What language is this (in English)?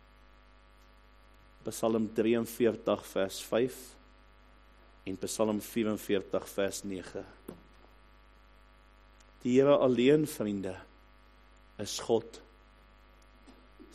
Afrikaans